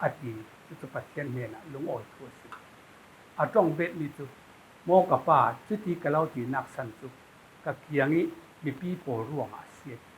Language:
Falam Chin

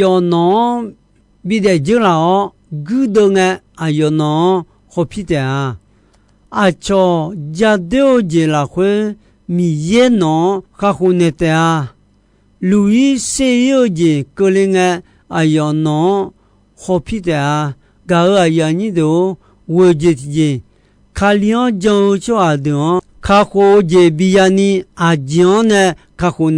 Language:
Akha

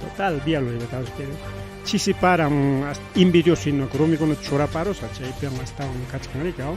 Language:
Ayacucho Quechua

